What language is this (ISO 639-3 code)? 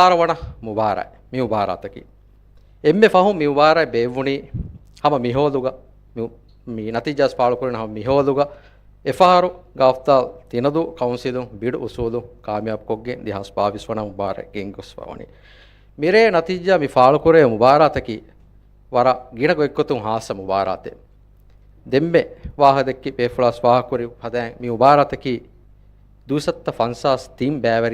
div